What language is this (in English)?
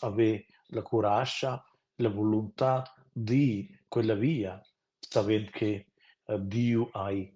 Romansh